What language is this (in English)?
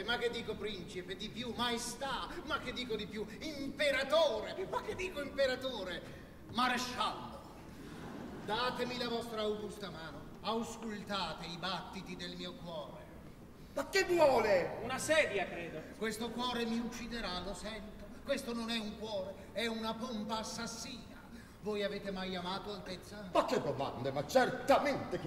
Italian